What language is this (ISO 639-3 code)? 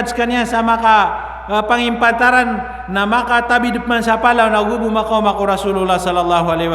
mrw